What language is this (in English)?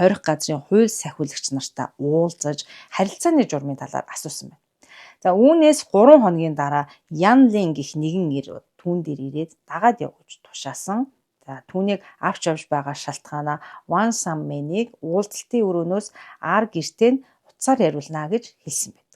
Mongolian